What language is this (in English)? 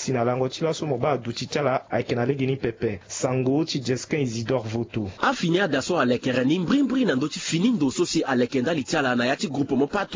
Sango